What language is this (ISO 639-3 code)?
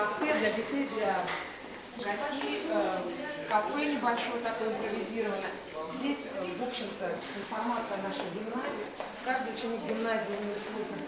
rus